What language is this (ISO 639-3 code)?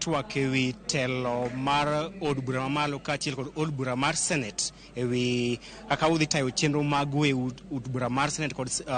luo